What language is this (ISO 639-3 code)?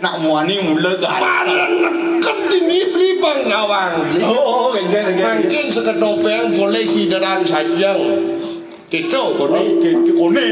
ban